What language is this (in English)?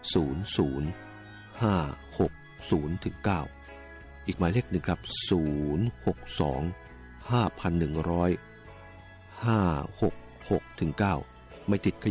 Thai